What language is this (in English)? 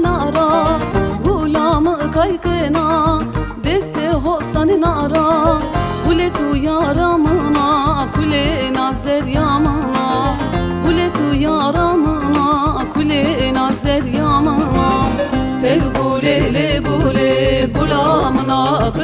Zaza